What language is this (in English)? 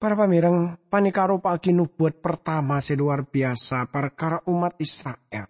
Madurese